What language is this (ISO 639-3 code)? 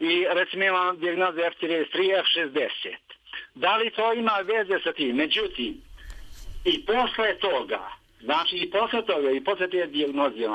srp